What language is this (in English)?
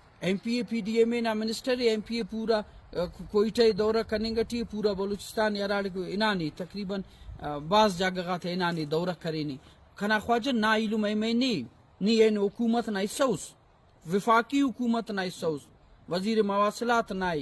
Brahui